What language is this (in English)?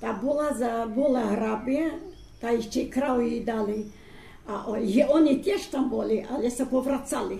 Rusyn